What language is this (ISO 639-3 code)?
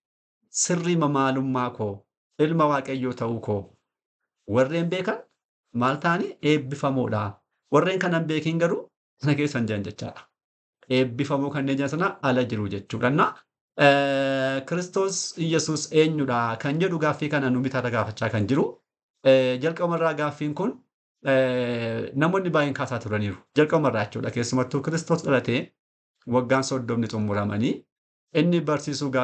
orm